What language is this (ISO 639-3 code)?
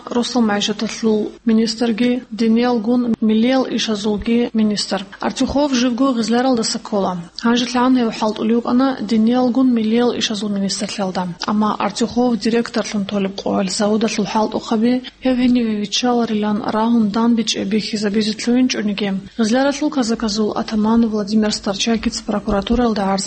ava